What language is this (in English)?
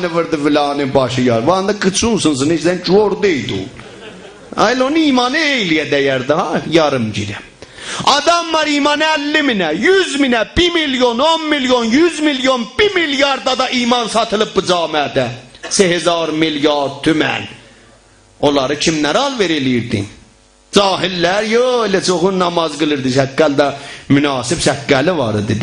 South Azerbaijani